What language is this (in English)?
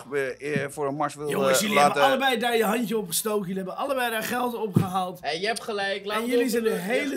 Dutch